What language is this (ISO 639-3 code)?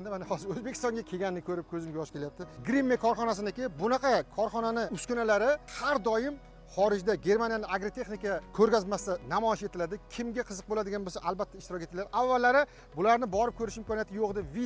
uzb